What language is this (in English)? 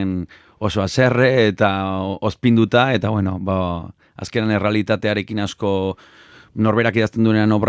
Basque